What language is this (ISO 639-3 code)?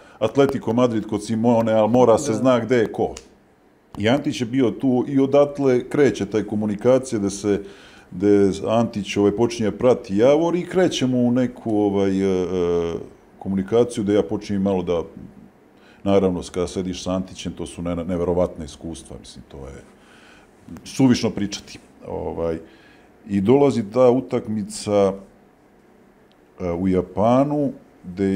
srp